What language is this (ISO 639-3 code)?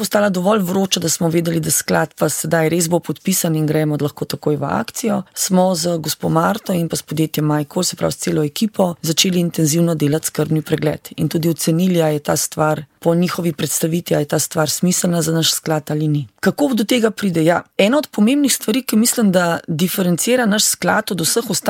slv